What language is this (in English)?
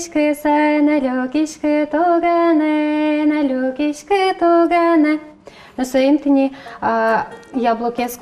Udmurt